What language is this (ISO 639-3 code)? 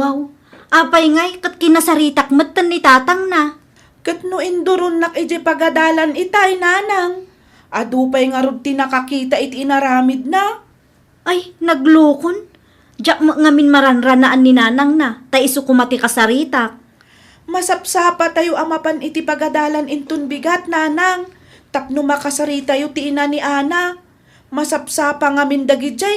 ilo